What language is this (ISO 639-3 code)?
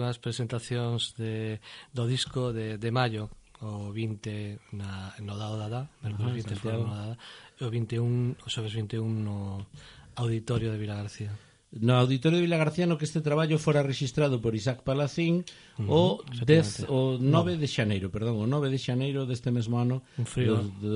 glg